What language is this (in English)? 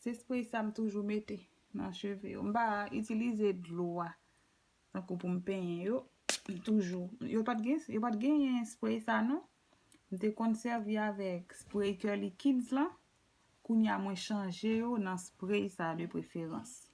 Haitian Creole